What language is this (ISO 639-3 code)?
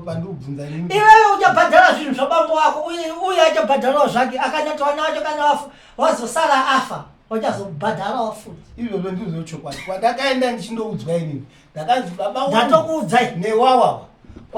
sna